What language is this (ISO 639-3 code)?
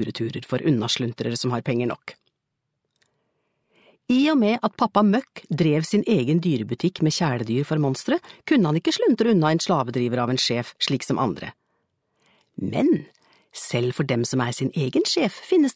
nor